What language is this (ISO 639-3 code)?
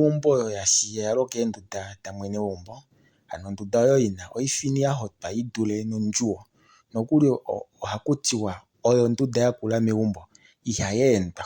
kua